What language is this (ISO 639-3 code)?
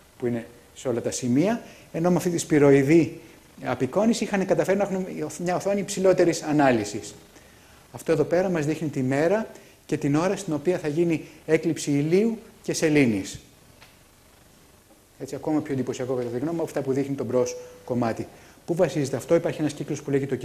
ell